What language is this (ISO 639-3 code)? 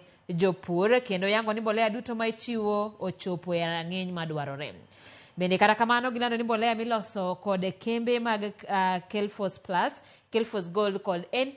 luo